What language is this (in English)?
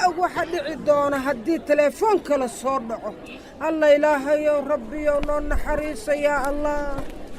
Somali